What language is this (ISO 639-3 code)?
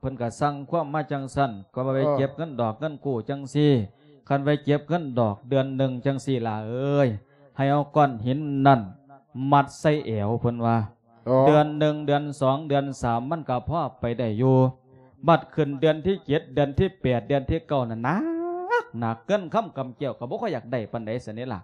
lao